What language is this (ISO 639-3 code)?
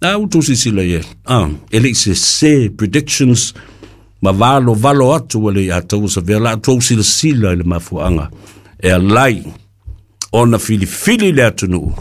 smo